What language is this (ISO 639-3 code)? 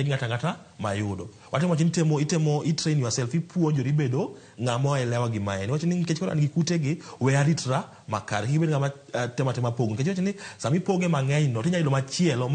luo